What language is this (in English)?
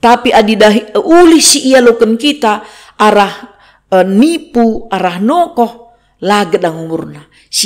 Batak Karo